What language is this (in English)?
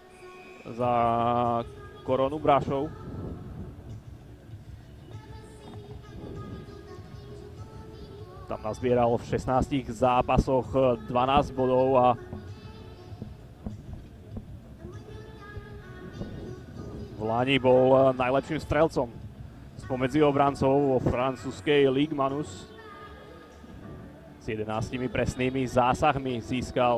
Slovak